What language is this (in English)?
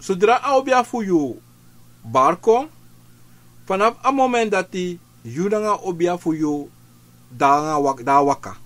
Sranan Tongo